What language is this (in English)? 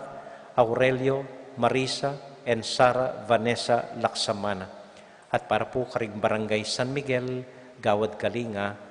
Pampanga